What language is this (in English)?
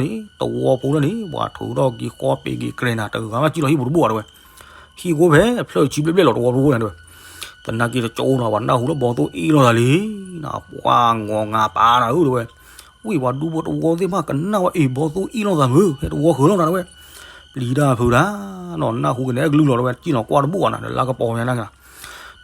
S'gaw Karen